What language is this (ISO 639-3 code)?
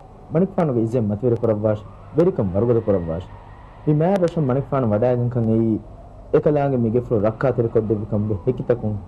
div